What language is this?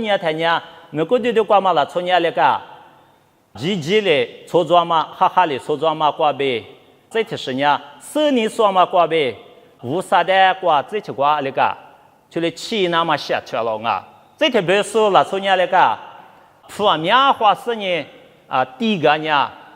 Lisu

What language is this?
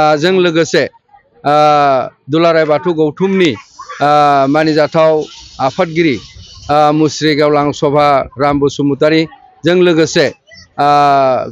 Bodo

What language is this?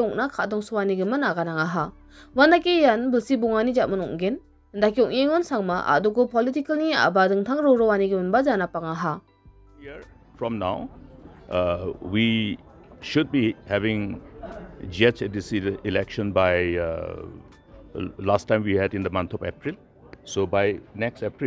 Garo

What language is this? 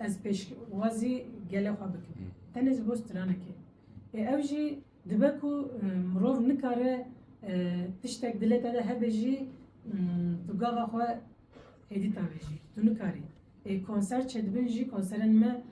Kurdish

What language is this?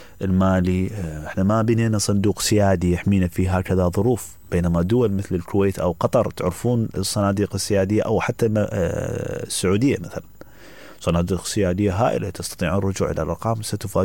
Mesopotamian Arabic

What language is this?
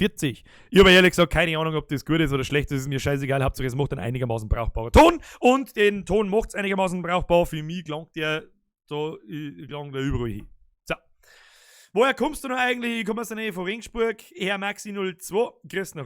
Bavarian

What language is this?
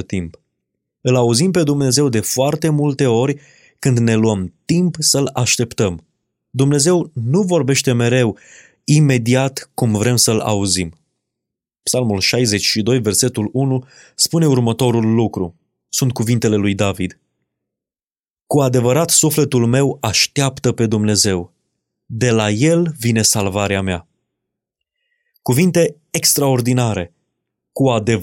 Romanian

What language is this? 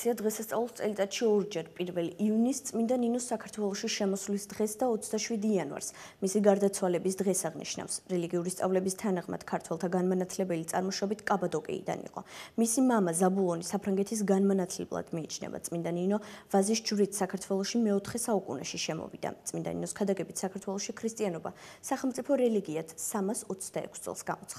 Georgian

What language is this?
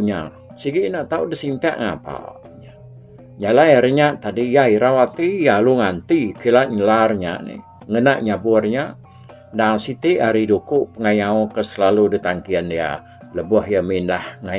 Iban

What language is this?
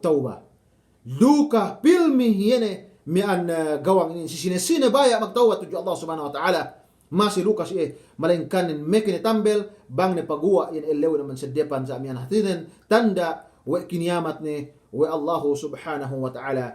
Yakan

